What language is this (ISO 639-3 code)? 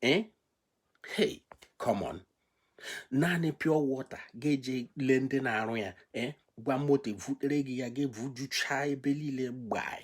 ibo